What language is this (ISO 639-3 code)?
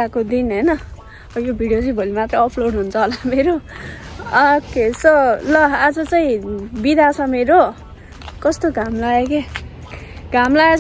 nep